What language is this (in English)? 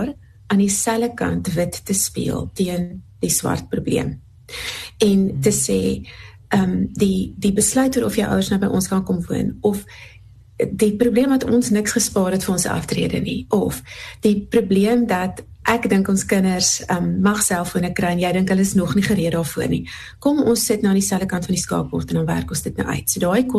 Afrikaans